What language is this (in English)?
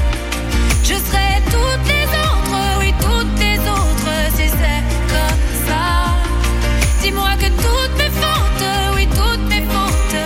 French